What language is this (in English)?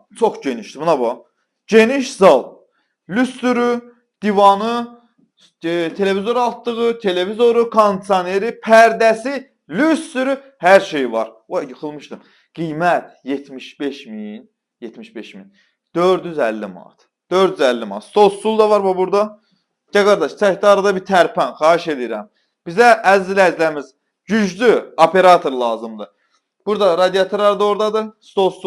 Azerbaijani